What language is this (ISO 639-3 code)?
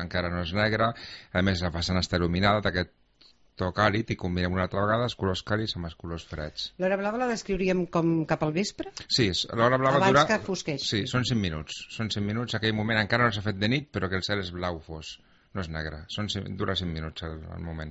cat